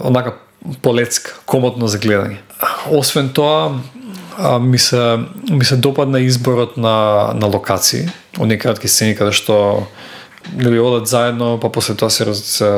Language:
Macedonian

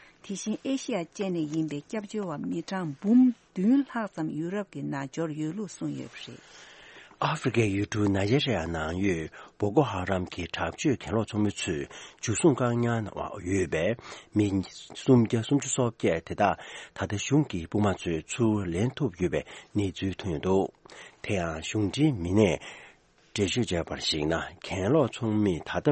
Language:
Tibetan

